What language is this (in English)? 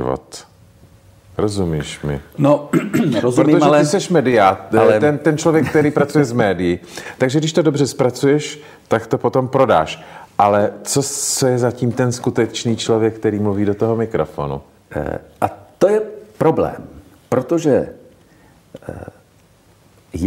Czech